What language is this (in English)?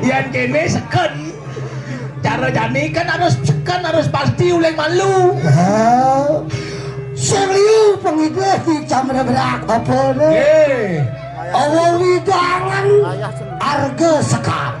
Balinese